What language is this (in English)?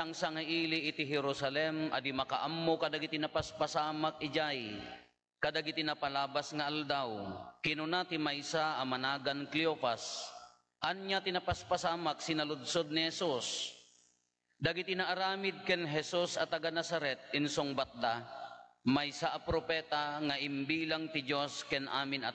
Iloko